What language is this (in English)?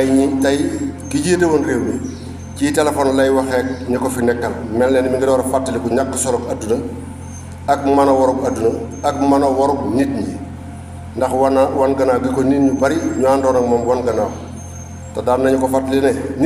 Wolof